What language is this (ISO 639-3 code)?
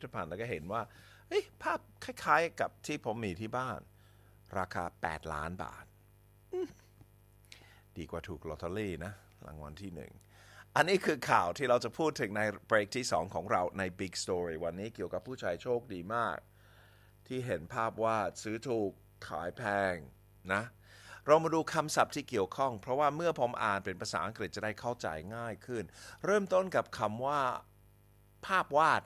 tha